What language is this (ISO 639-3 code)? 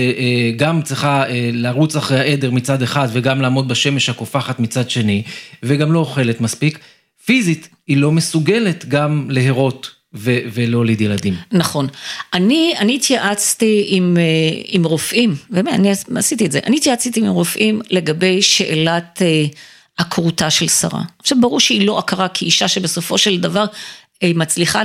heb